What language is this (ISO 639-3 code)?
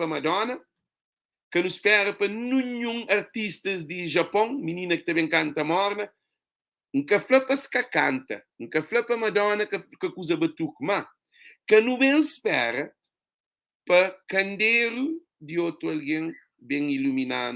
kea